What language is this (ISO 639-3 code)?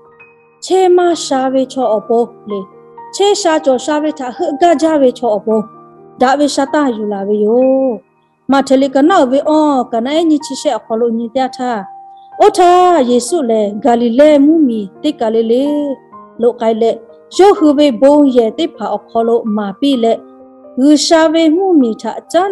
lhu